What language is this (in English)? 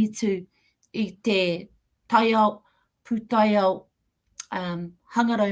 Māori